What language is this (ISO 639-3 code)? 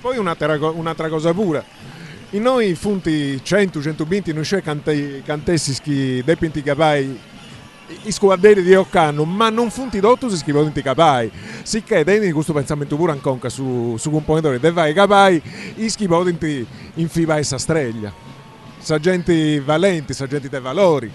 srd